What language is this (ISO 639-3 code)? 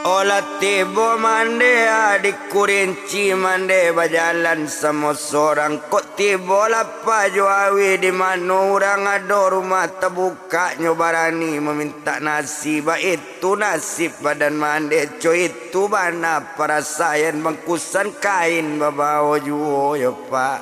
min